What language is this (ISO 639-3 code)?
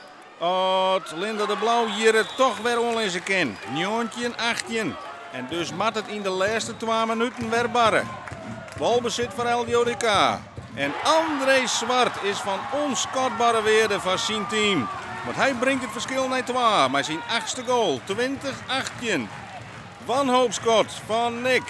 fry